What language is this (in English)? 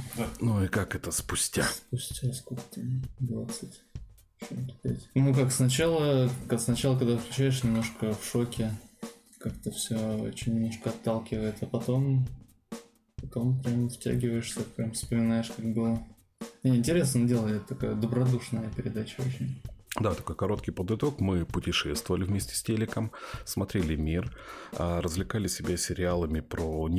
Russian